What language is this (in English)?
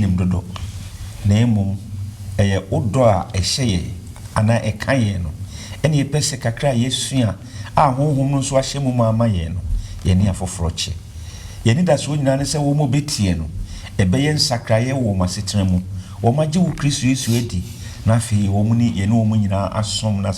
Akan